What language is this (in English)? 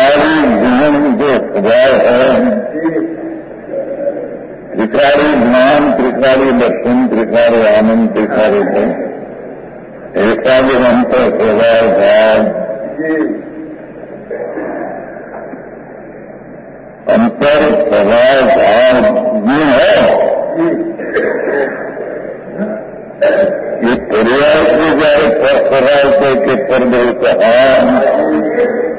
Hindi